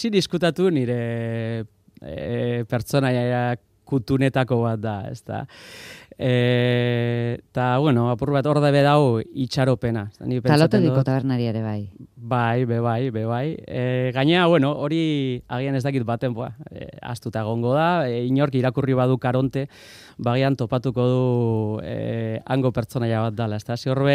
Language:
Basque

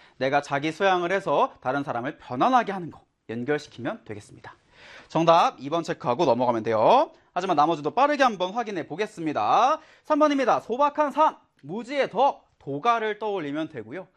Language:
Korean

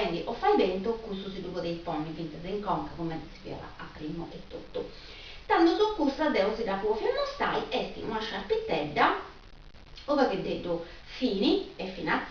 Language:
Sardinian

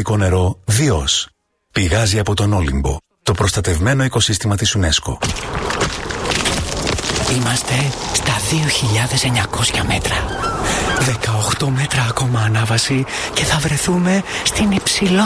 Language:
Greek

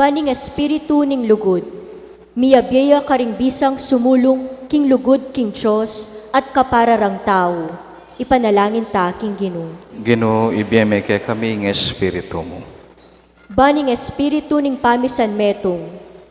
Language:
Pampanga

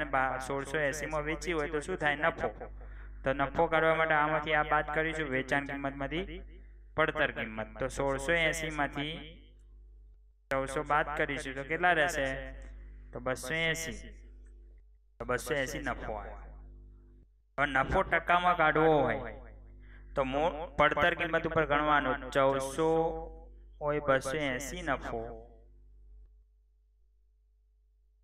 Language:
Gujarati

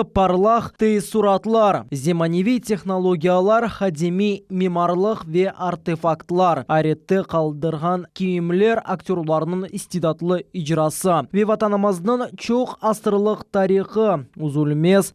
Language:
Crimean Tatar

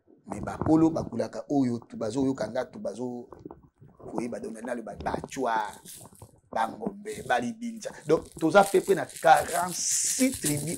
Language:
Lingala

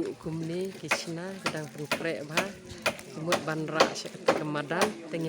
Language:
Khasi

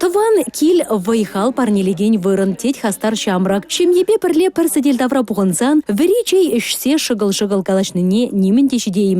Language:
Chuvash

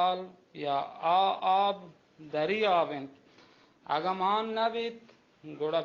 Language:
Baluchi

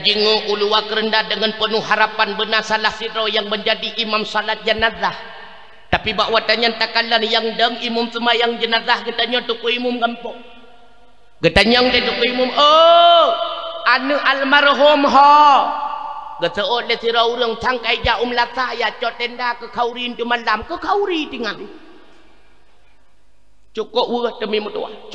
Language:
Achinese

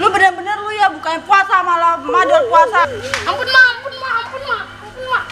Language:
Betawi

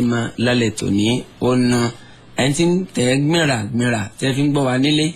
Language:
Yoruba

